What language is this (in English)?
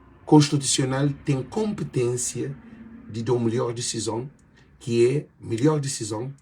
Kabuverdianu